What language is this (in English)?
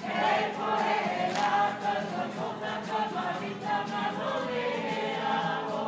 Māori